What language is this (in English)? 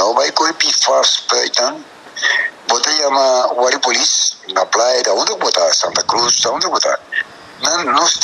Papiamento